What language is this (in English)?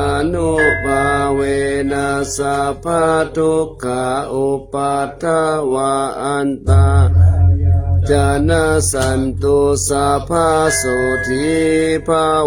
Pali